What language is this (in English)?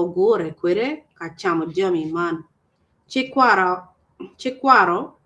Acoli